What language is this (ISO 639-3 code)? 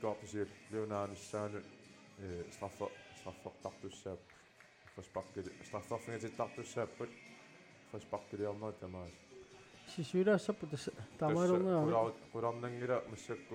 kal